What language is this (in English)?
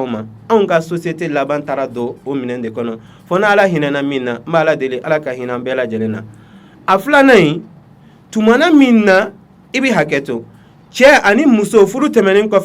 Bambara